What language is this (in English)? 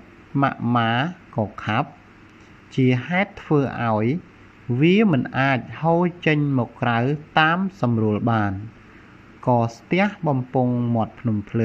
Khmer